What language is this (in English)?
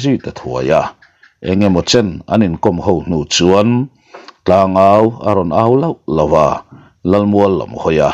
Mizo